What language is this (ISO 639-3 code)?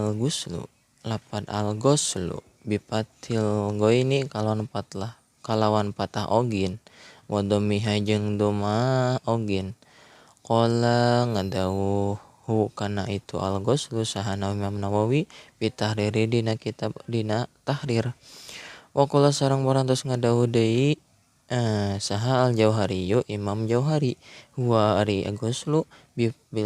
sun